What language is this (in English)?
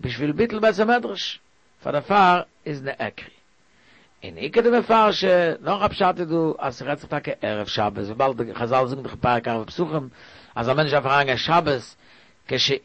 Yiddish